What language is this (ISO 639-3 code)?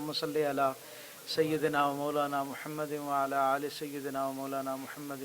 lah